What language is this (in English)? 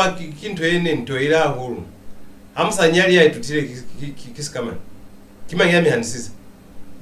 Lozi